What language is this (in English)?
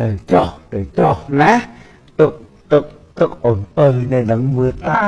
Khmer